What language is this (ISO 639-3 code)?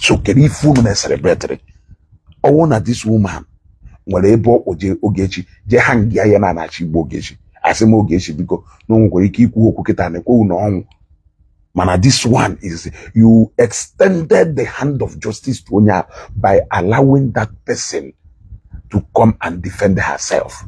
ibo